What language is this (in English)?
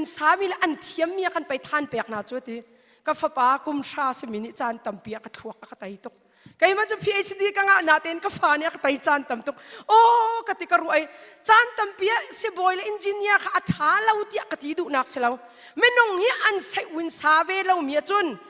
Hakha Chin